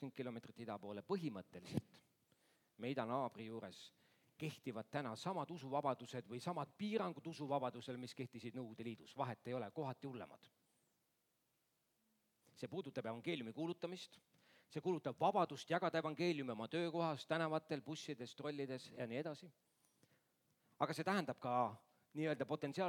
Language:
Estonian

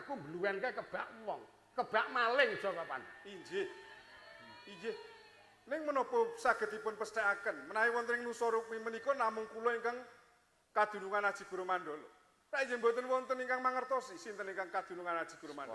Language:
Javanese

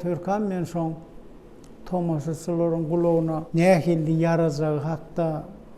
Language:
Turkmen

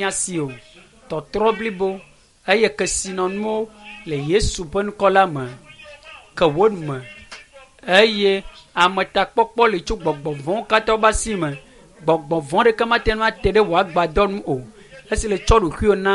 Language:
Ewe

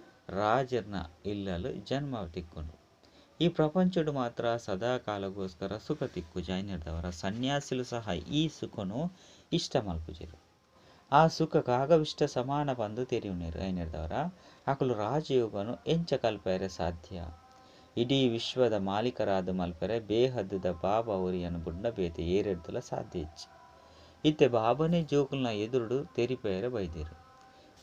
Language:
Tulu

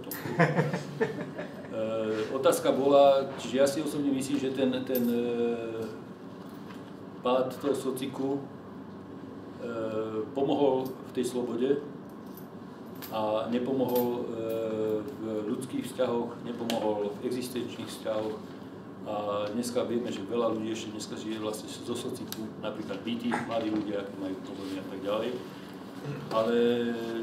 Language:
Slovak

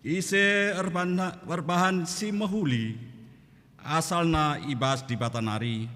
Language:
Batak Karo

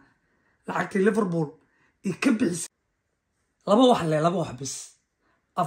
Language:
Somali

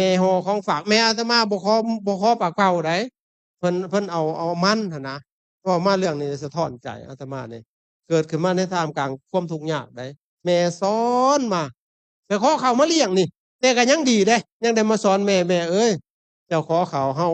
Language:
Lao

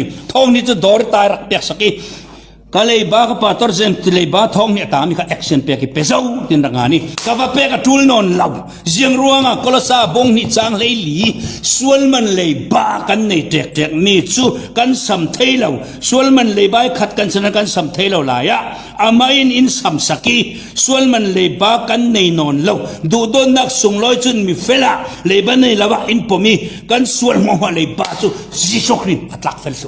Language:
Falam Chin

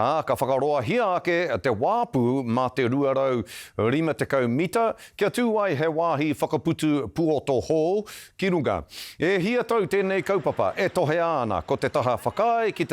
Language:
Māori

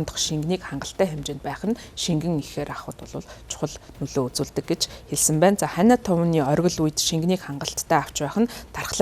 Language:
Mongolian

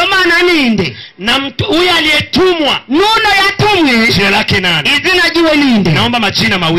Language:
Rundi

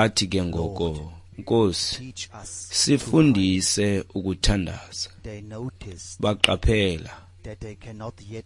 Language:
Xhosa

